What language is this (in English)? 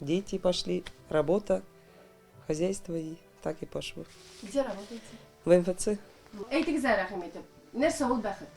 Tatar